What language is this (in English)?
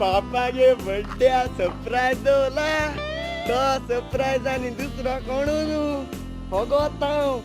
Konkani